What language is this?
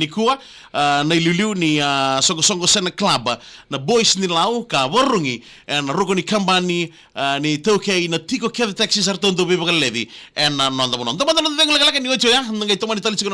Fijian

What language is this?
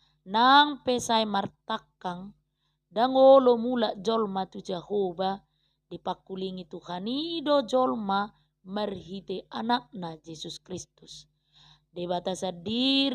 Batak Toba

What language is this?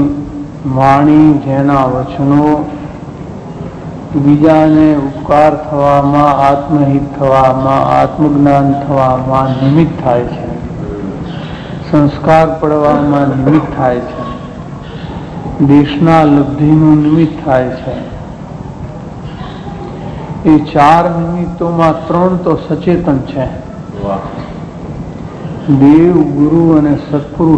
Gujarati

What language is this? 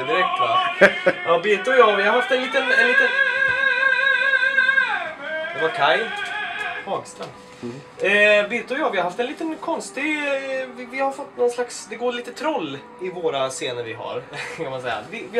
Swedish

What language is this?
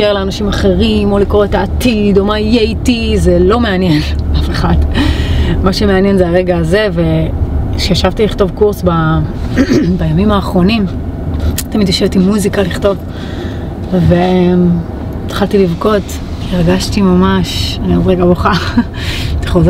Hebrew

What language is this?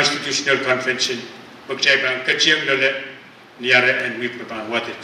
Pohnpeian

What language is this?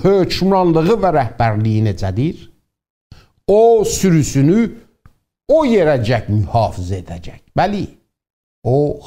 South Azerbaijani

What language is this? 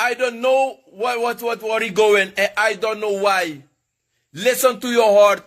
Sranan Tongo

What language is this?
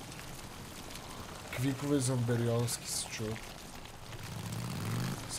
Bulgarian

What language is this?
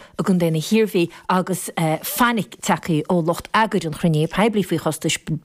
Irish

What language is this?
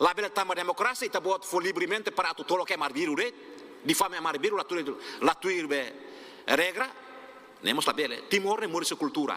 Tetum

